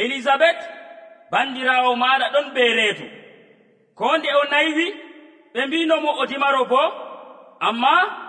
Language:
Nigerian Fulfulde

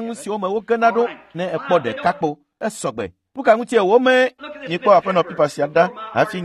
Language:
Ewe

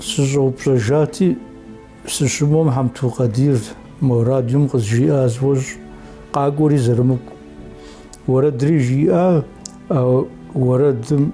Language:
Kabardian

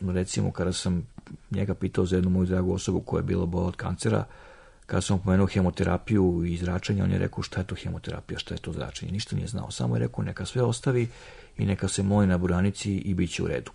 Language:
Serbian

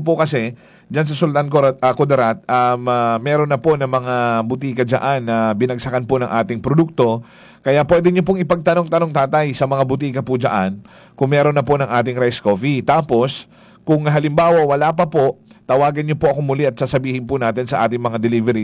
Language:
Filipino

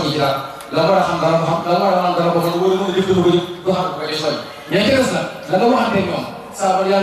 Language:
Wolof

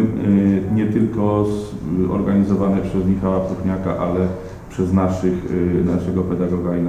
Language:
Polish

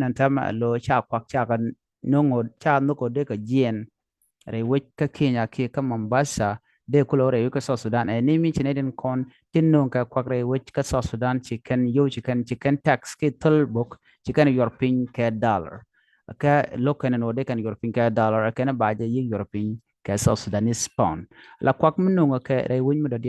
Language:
Nuer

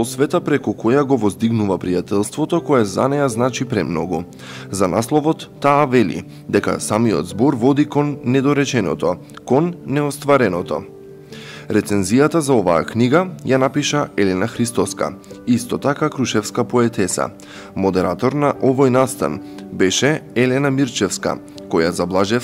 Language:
Macedonian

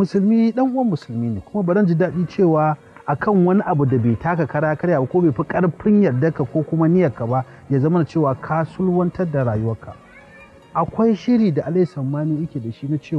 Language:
Hausa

